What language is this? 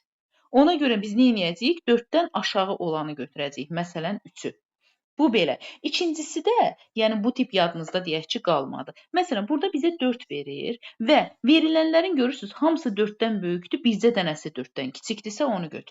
Azerbaijani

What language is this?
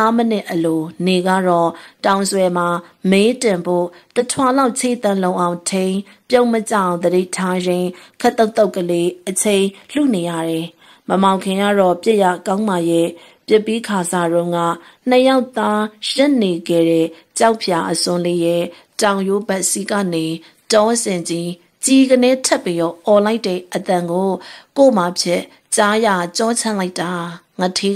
Burmese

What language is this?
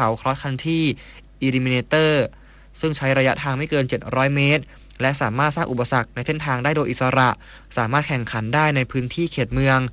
Thai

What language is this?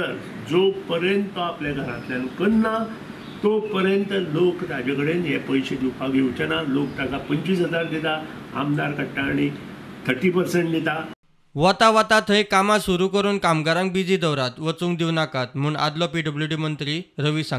Konkani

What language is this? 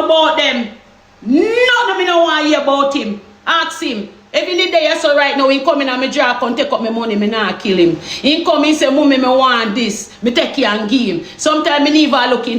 Jamaican Creole English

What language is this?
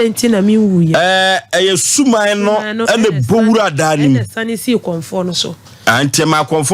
Akan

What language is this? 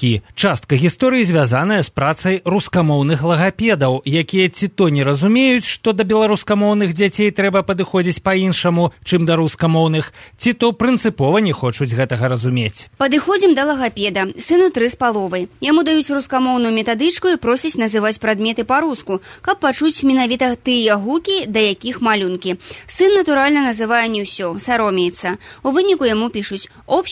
Belarusian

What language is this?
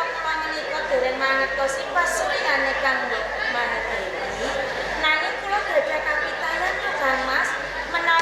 Javanese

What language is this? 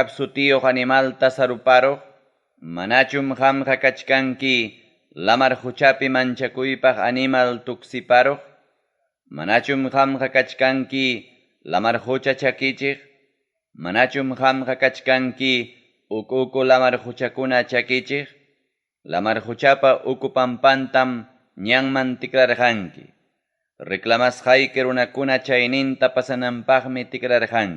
Ayacucho Quechua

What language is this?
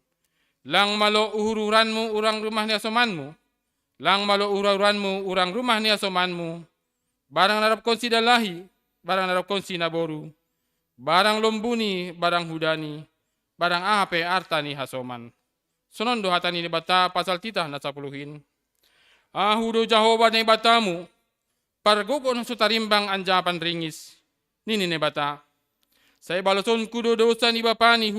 Batak Simalungun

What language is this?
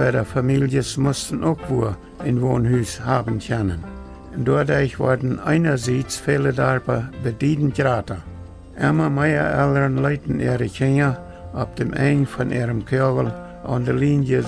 Plautdietsch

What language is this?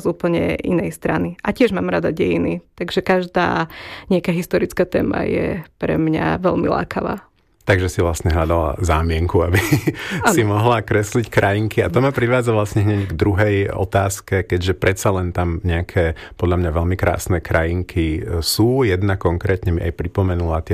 Slovak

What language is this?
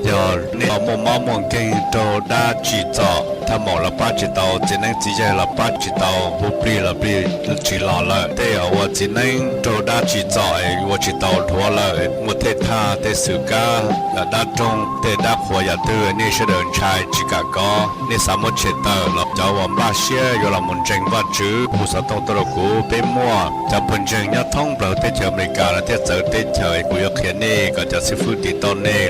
Hmong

